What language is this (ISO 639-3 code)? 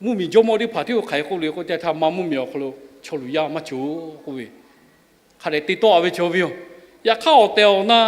lhu